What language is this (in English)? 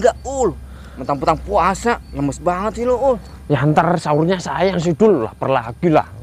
Betawi